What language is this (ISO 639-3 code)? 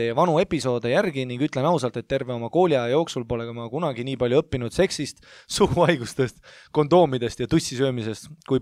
est